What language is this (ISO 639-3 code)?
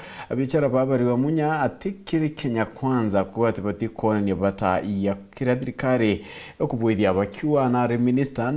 mer